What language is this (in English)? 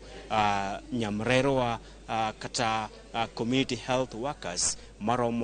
Luo (Kenya and Tanzania)